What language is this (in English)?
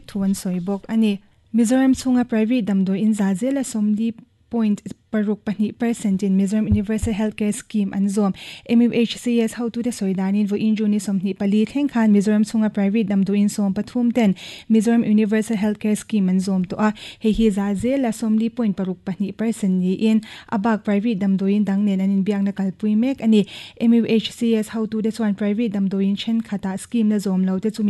Mizo